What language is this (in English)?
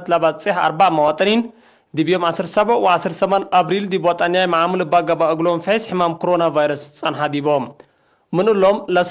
Tigre